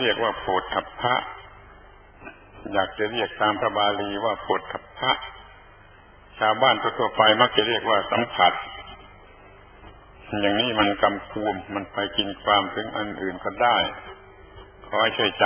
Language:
Thai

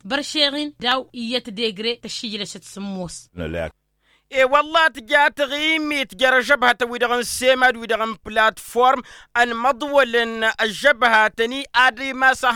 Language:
Tamasheq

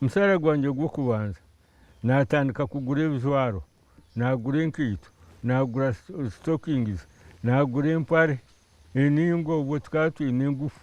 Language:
Nyankole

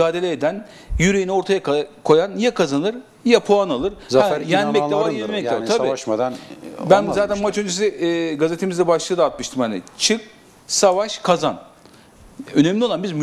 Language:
Turkish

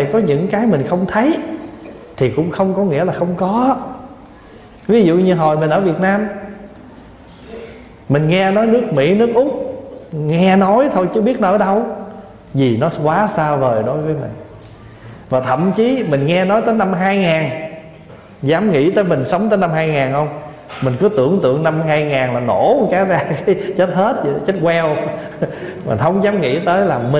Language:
Vietnamese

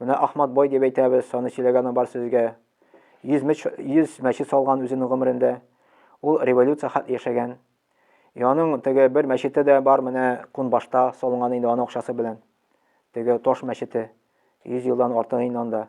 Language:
Tatar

